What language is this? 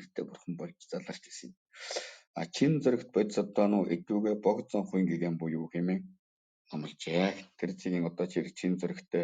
Mongolian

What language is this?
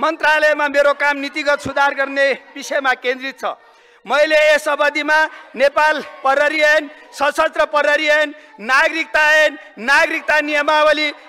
Nepali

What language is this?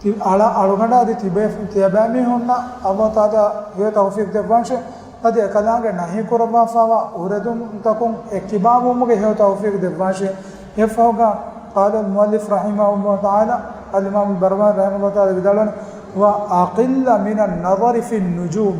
Divehi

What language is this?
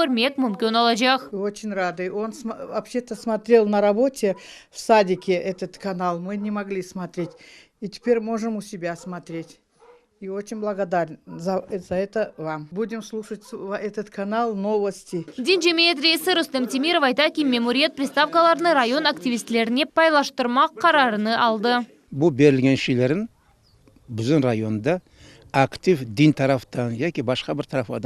Crimean Tatar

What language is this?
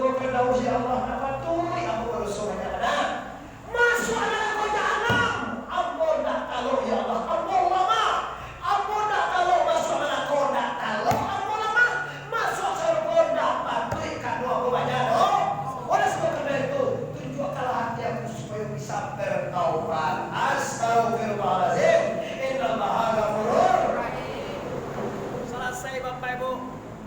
Minangkabau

